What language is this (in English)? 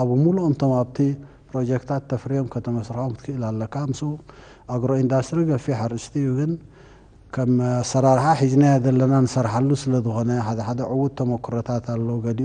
Tigrinya